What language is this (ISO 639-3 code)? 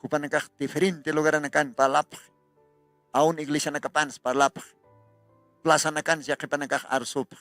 aym